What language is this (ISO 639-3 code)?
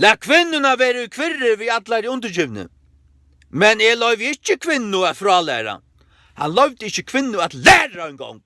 fao